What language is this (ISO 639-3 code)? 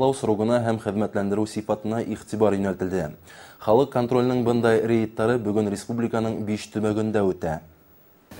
bak